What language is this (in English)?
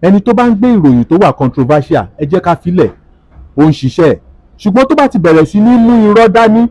Yoruba